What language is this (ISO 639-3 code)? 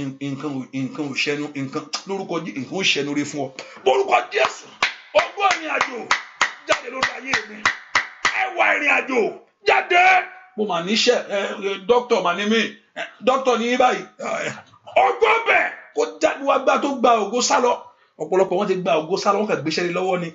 yor